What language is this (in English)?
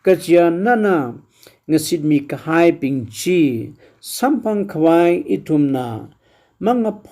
Tangkhul Naga (India)